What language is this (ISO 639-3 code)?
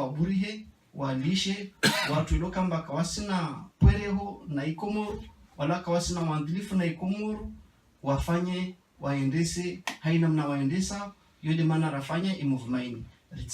zdj